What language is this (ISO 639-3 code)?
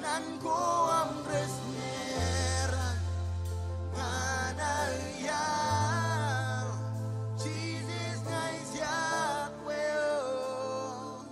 mah